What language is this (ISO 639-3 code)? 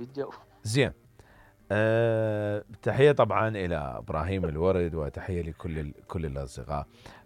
acm